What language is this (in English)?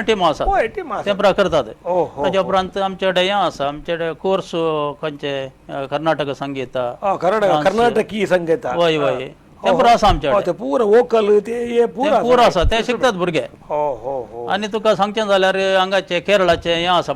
Konkani